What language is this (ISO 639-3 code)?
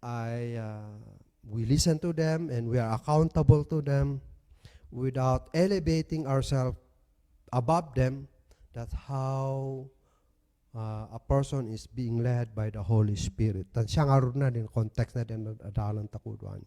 kne